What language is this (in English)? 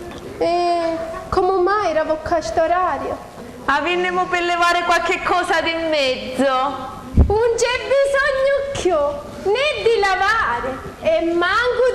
Sicilian